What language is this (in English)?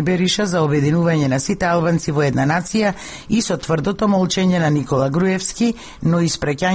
Macedonian